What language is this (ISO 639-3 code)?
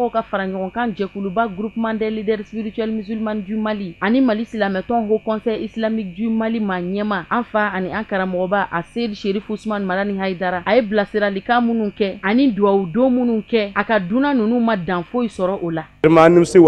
bam